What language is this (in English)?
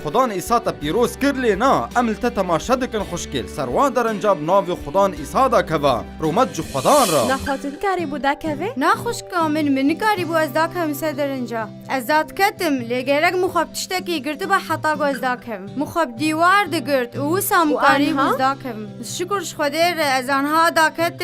Kurdish